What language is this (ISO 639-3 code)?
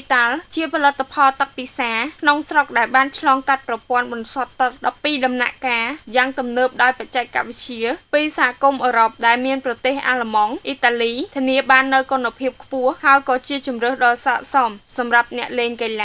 khm